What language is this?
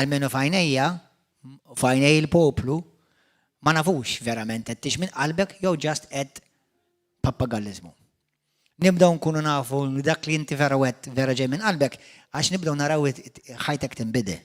Maltese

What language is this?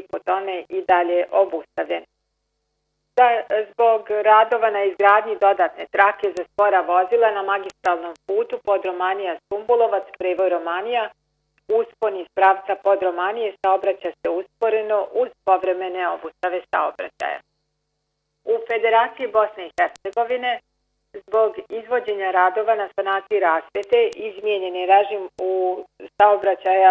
Bosnian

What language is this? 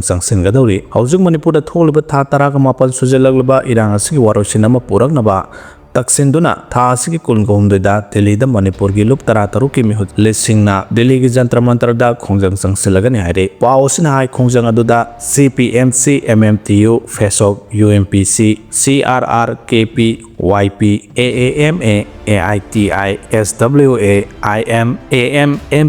Manipuri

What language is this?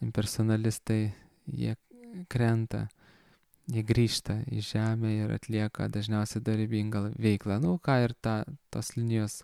Lithuanian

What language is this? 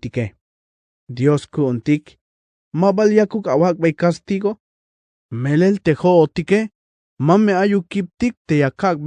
Tzeltal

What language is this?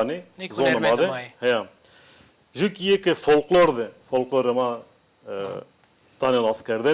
Zaza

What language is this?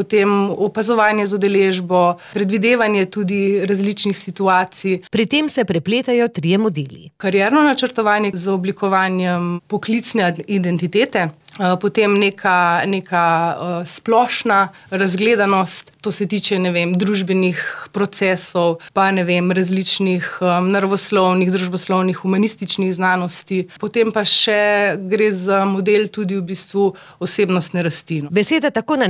Slovenian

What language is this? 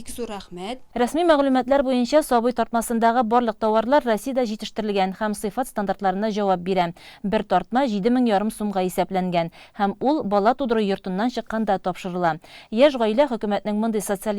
Tatar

